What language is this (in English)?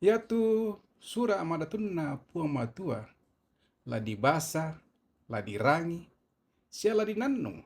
Toraja-Sa'dan